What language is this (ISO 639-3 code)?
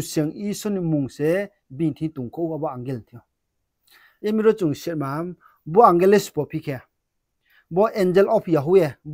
ria